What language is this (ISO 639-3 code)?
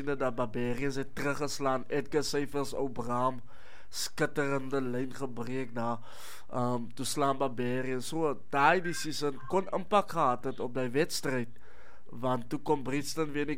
afr